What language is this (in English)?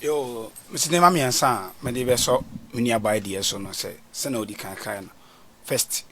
Akan